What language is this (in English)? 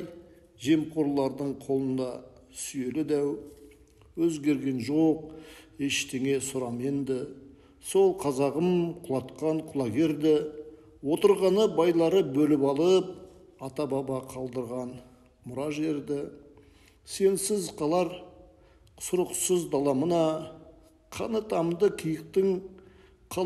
Kazakh